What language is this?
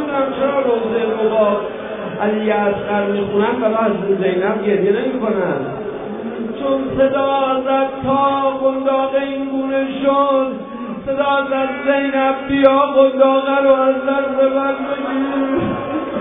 Persian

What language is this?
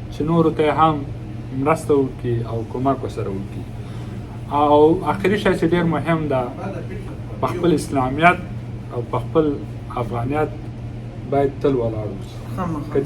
Pashto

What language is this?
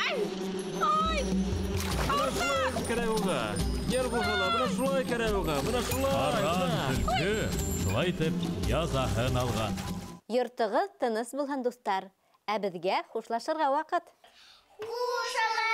Bashkir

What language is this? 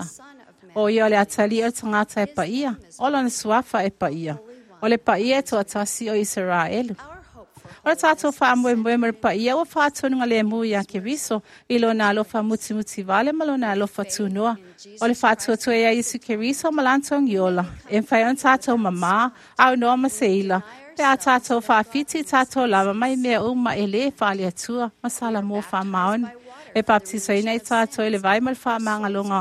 Samoan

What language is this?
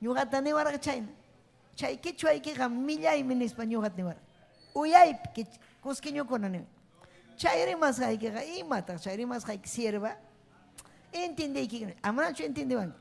Ayacucho Quechua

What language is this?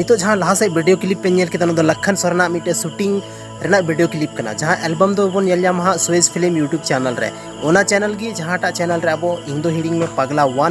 Santali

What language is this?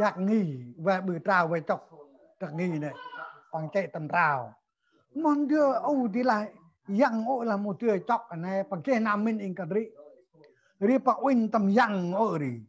Central Mnong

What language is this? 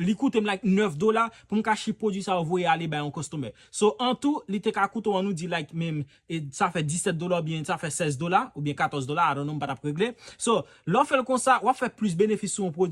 Haitian Creole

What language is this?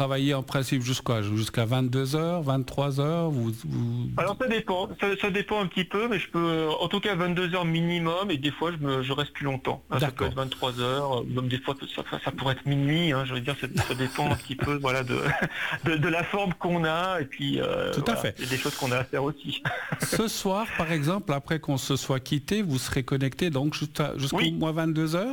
French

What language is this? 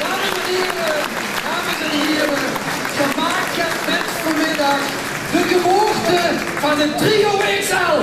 Limburgish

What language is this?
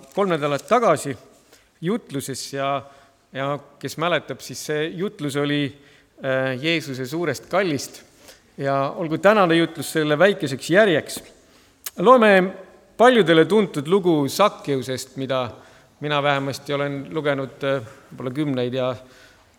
Estonian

